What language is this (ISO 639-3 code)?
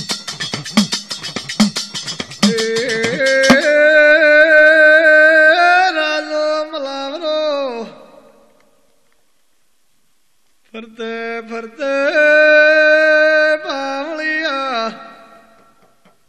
guj